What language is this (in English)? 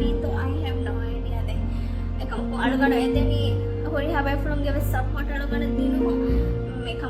Divehi